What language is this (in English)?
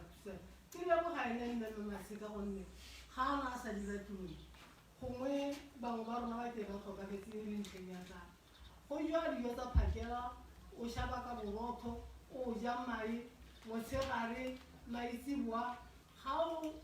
Tswana